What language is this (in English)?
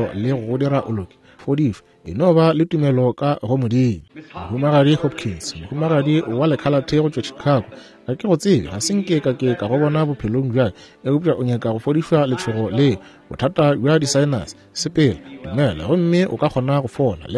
Northern Sotho